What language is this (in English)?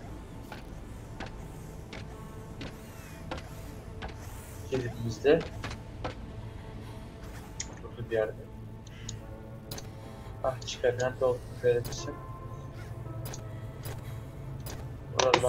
Turkish